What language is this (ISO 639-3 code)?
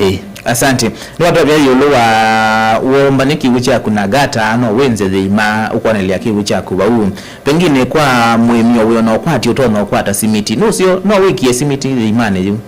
kam